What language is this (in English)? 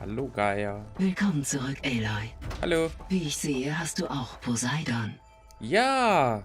Bavarian